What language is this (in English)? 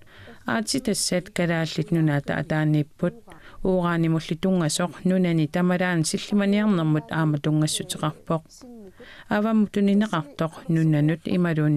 Kalaallisut